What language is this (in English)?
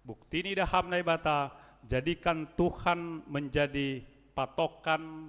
Batak Simalungun